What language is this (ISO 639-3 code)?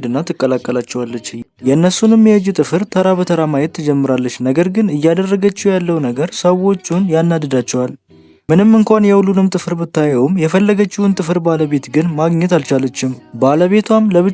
amh